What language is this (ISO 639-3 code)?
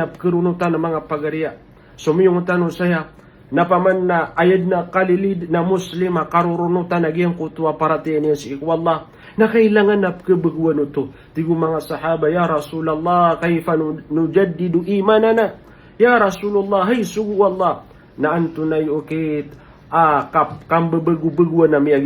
mrw